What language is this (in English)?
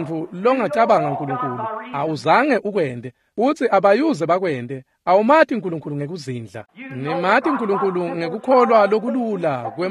Swati